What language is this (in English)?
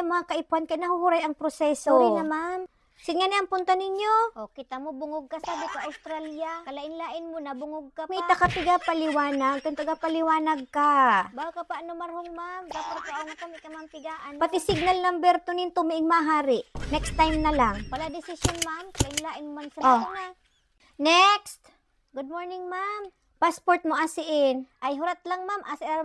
Bikol